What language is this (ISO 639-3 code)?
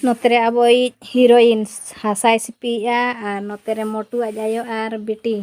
sat